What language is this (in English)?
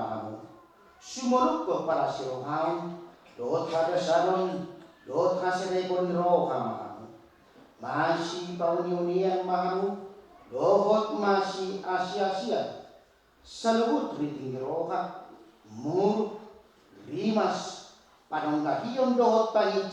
Batak Toba